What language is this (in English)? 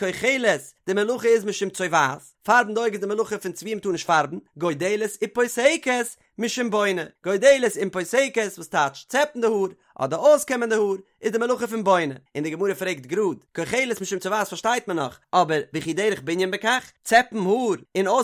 Yiddish